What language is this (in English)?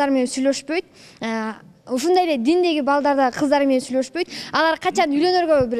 Kyrgyz